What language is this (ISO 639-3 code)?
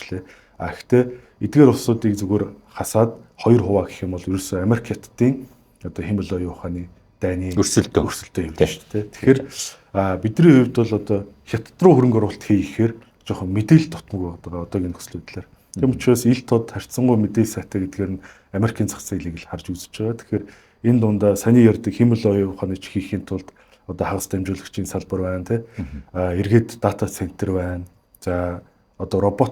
mon